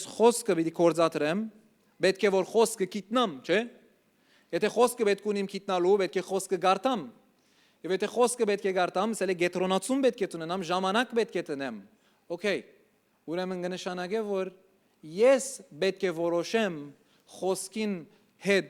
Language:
Western Armenian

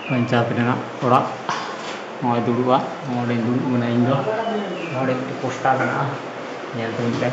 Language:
Santali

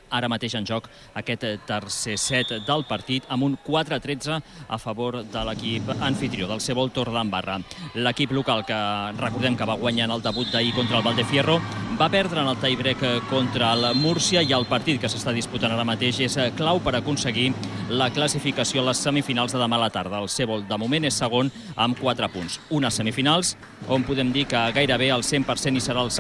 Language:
Catalan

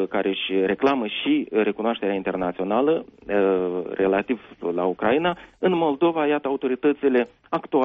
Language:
Romanian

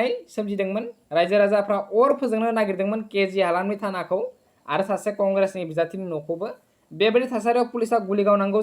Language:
Bodo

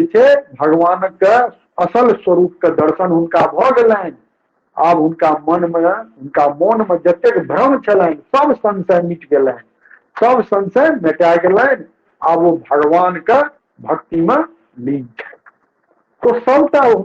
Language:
Maithili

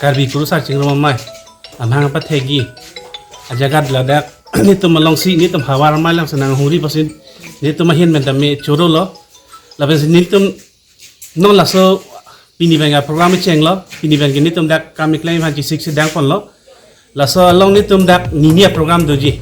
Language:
Karbi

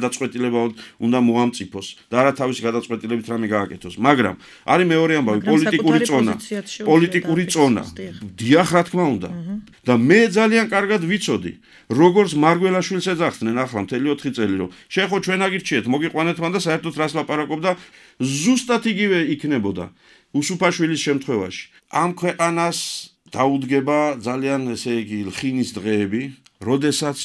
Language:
Georgian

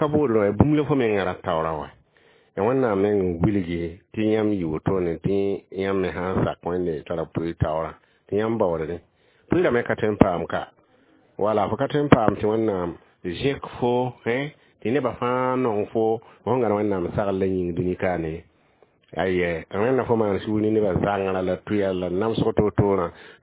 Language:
Mossi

